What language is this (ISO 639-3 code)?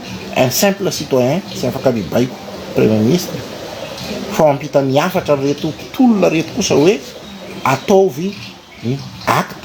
mlg